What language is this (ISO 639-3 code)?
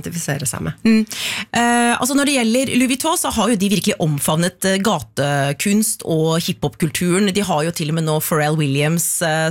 nor